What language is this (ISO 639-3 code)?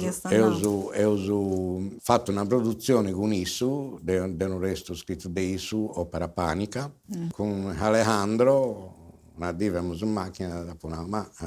srd